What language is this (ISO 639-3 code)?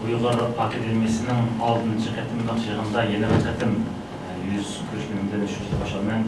uig